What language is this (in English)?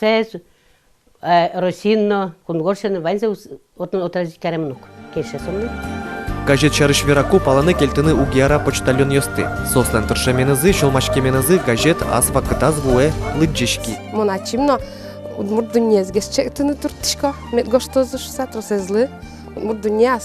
Udmurt